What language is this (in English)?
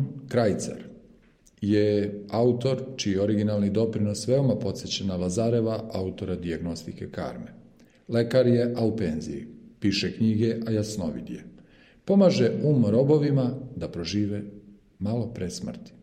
Serbian